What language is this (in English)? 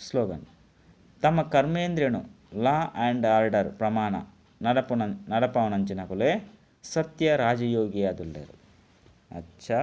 Tulu